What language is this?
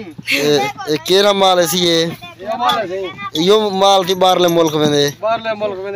Saraiki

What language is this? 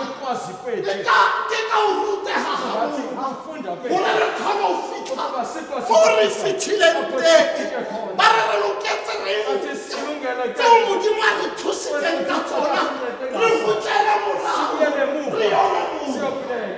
Tswana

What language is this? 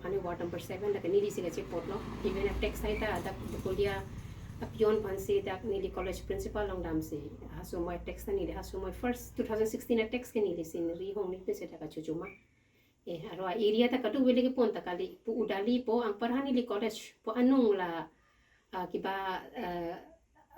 Karbi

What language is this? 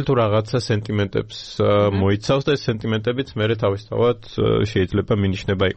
Georgian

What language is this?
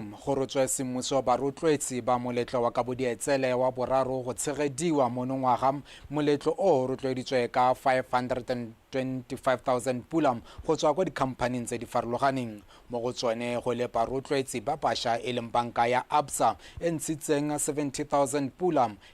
Tswana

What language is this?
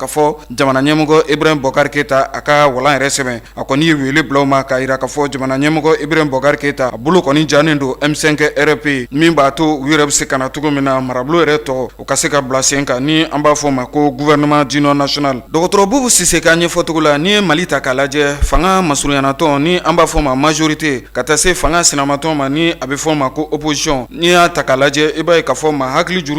Bambara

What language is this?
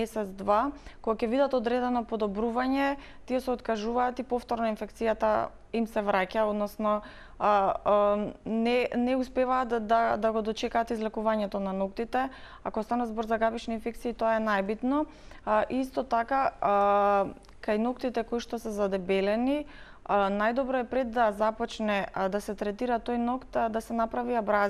Macedonian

